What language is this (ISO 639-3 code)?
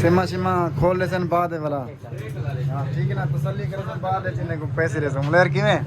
skr